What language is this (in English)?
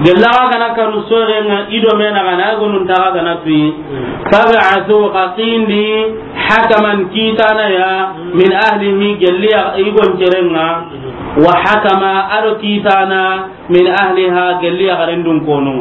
Soninke